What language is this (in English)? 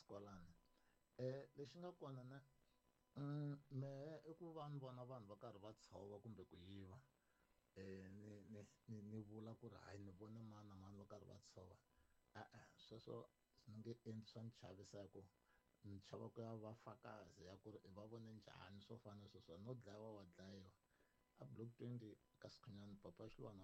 Tsonga